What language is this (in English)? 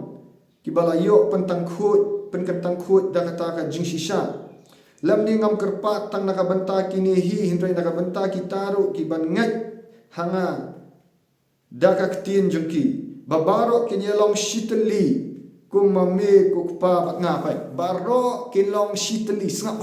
Khasi